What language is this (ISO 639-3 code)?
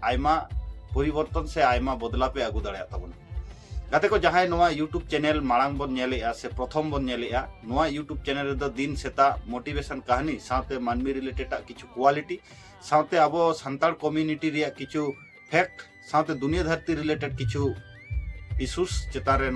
sat